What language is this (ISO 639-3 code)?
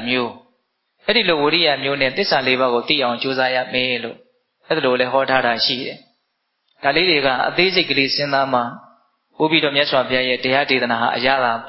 mya